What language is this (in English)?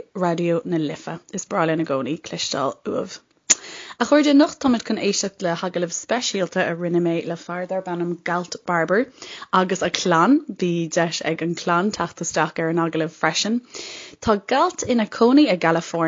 Irish